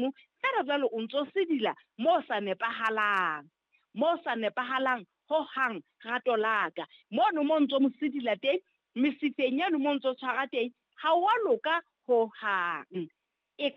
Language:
Southern Sotho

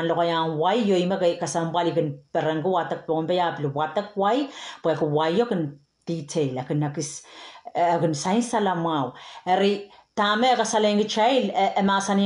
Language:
Pohnpeian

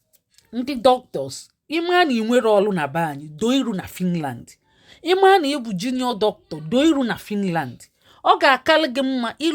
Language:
Igbo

